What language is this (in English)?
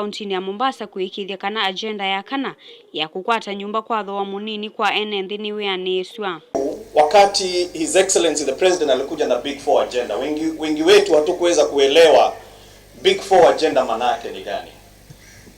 Kamba